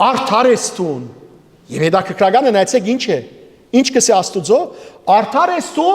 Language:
Western Armenian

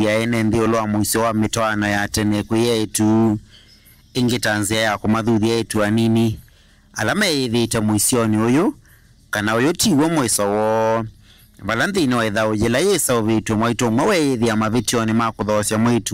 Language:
Kamba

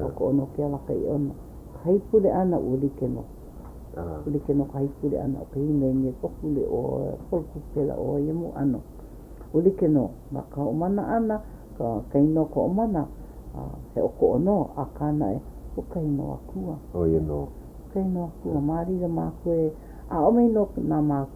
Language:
Hawaiian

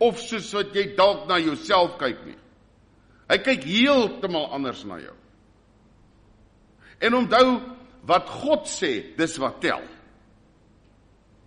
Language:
Afrikaans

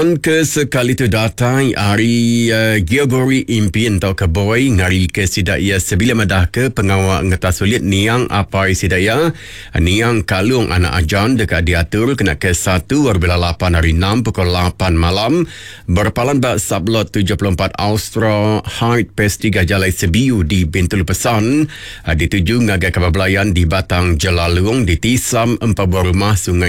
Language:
Iban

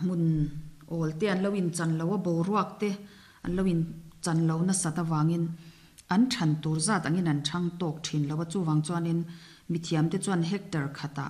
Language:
Mizo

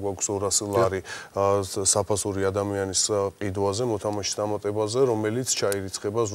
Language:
Georgian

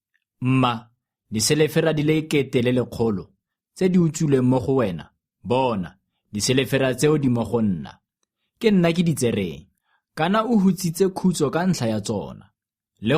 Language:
Tswana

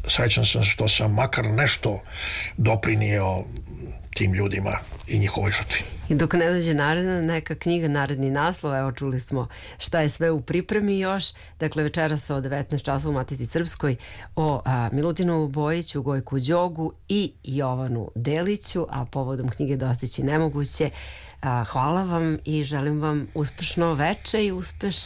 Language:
Serbian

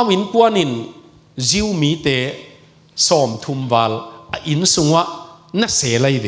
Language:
Tedim Chin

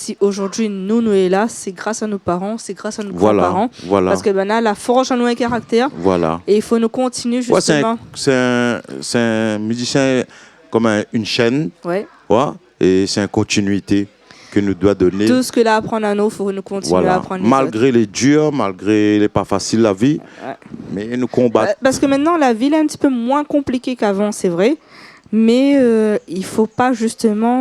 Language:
Réunion Creole French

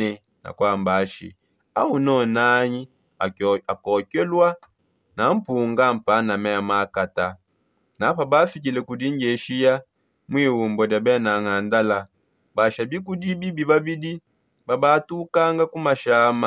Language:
Songe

